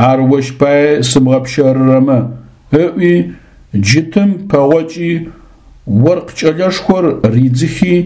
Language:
Adyghe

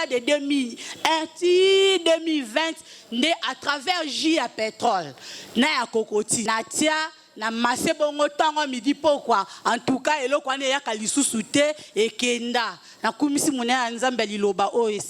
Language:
Lingala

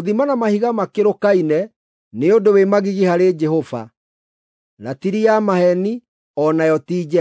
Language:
Kikuyu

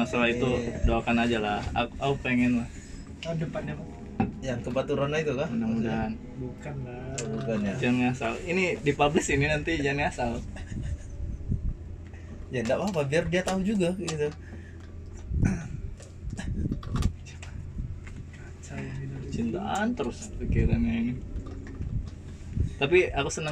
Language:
Indonesian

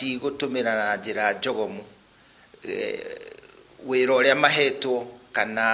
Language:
Kikuyu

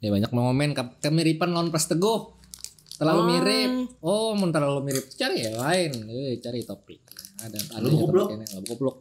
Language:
Banjar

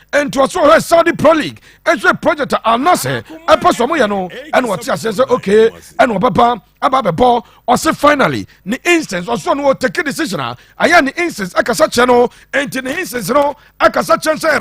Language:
Akan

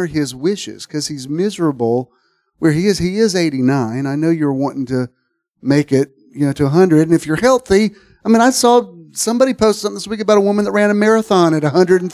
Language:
English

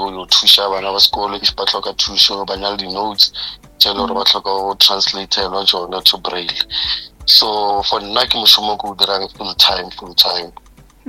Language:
Northern Sotho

